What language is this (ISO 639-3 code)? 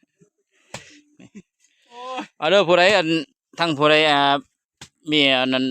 lao